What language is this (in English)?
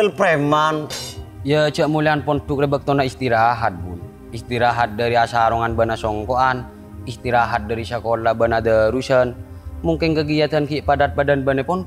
Madurese